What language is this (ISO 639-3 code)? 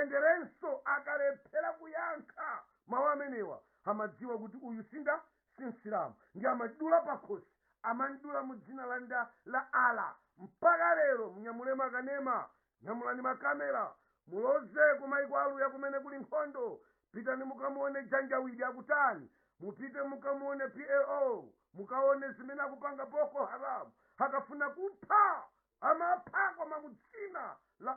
nya